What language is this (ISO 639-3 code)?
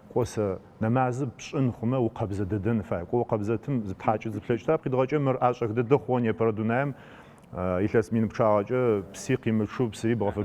ady